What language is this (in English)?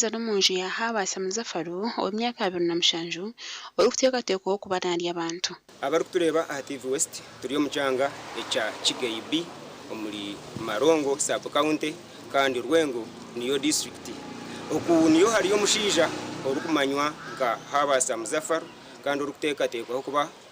Nyankole